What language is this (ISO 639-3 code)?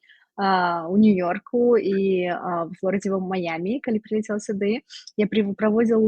bel